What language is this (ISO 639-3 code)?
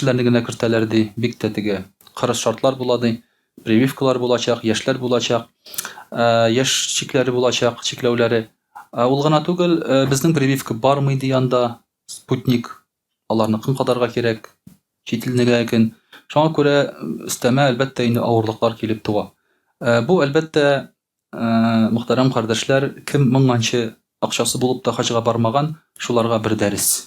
tat